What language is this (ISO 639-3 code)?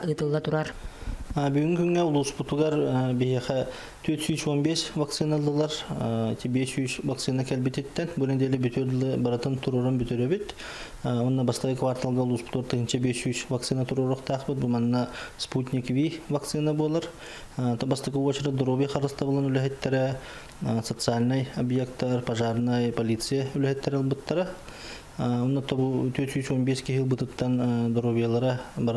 sah